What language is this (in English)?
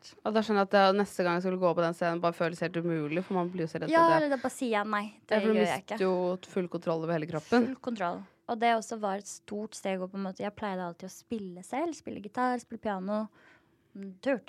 Norwegian